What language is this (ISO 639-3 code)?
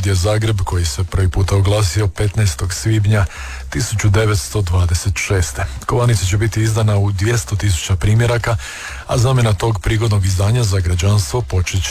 hrv